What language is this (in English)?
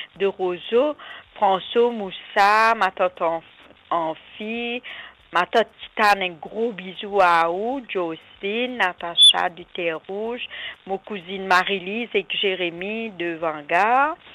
Morisyen